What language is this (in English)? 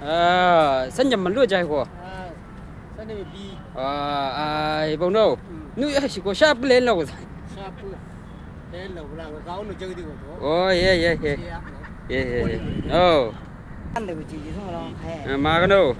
Chang Naga